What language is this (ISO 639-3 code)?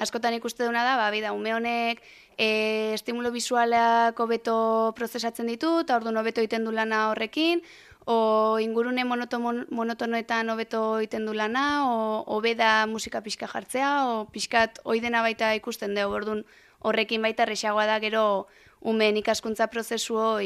eus